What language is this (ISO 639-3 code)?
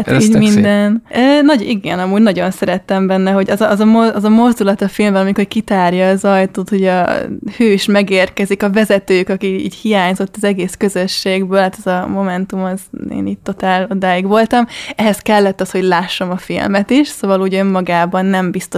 hun